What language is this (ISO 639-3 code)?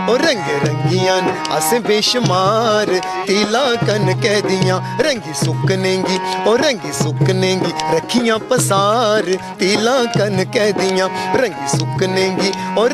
doi